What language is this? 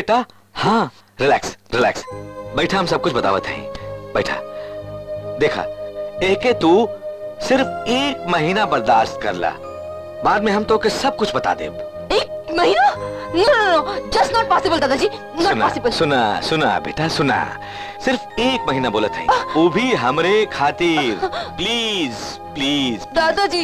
Bhojpuri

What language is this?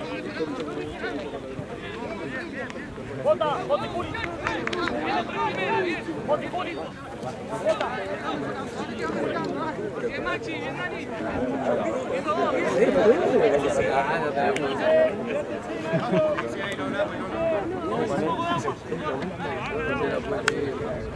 Spanish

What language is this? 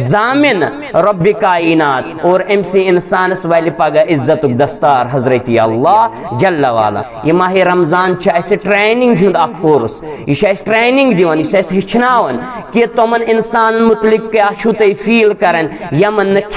Kashmiri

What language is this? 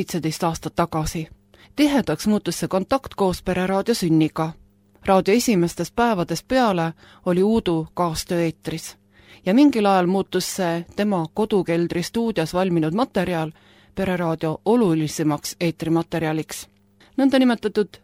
Estonian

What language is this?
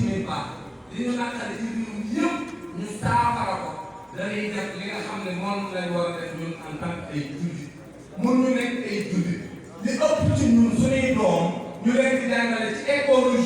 Wolof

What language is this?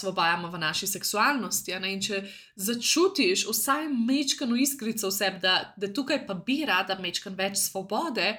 Slovenian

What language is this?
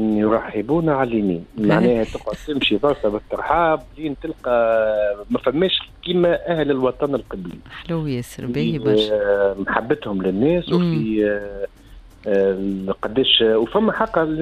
Tunisian Arabic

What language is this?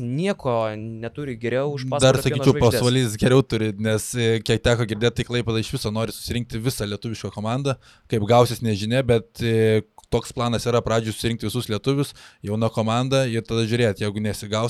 Lithuanian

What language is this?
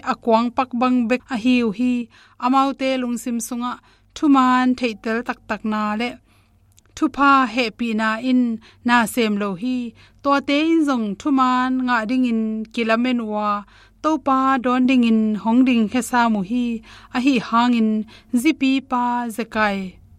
Tedim Chin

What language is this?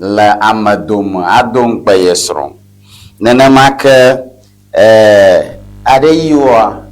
Ewe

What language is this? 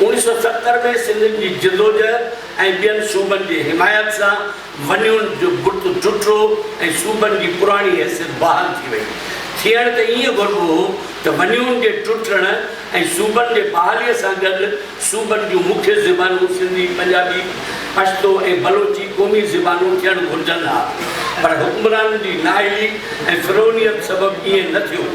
Sindhi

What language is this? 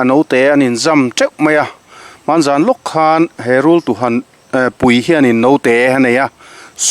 Mizo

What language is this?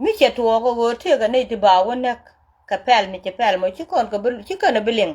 Nuer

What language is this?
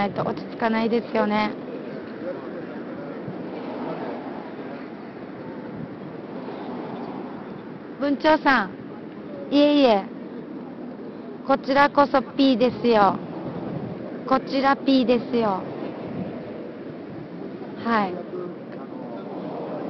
Japanese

